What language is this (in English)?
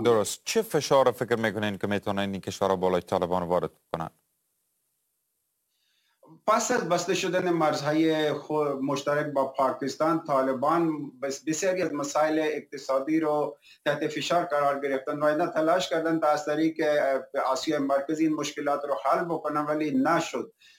Persian